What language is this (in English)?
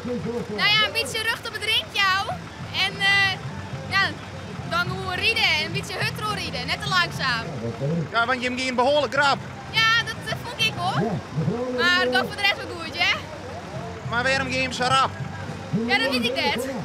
Western Frisian